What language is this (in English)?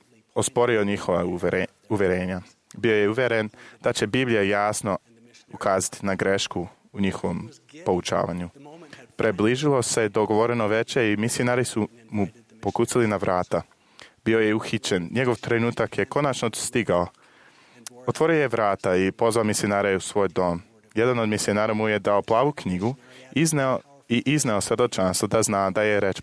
Croatian